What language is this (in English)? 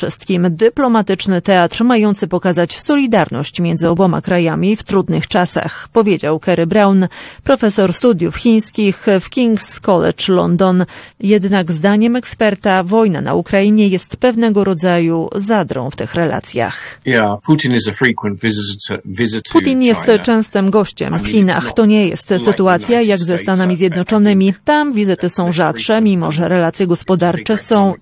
Polish